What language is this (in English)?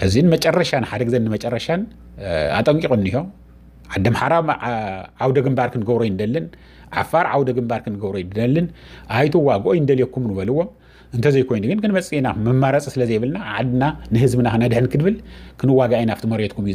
Tigrinya